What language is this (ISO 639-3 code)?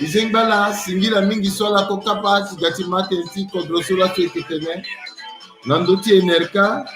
sag